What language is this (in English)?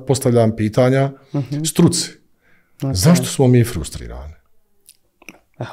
Bosnian